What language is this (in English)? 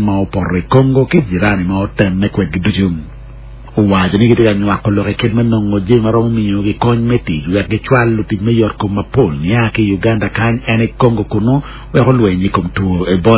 Acoli